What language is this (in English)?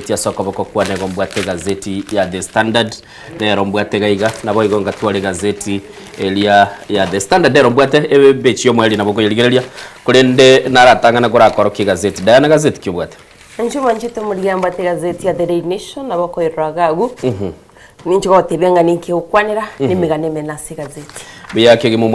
Gusii